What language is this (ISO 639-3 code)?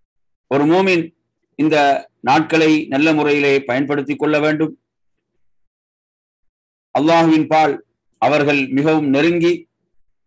tam